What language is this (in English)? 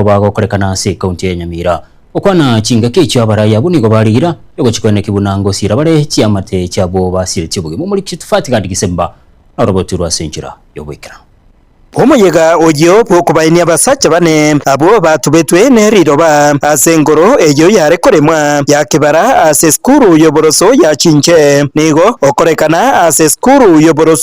Gusii